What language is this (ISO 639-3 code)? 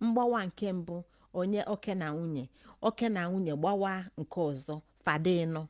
ibo